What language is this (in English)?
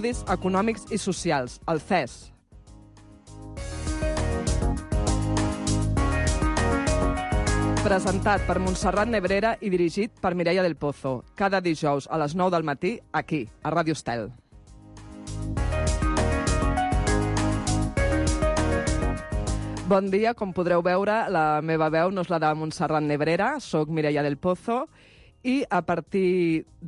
Catalan